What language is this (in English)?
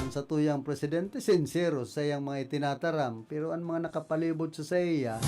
Bikol